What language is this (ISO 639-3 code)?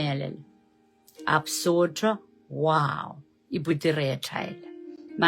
pon